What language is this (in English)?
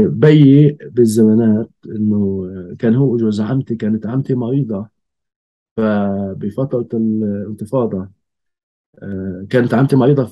North Levantine Arabic